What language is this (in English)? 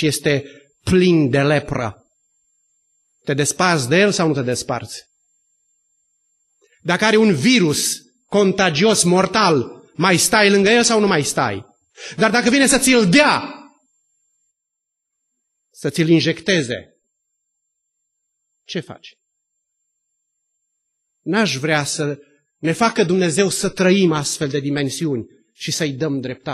Romanian